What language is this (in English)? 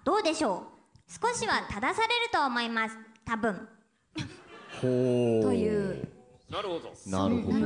Japanese